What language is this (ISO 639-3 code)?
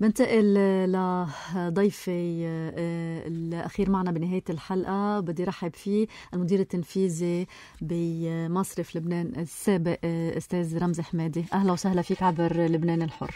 apc